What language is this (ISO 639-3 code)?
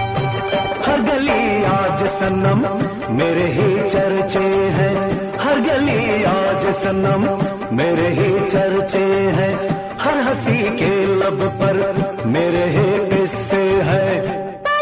hin